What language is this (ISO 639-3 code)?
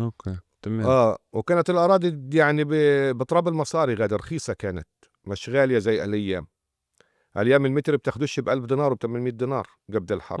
apc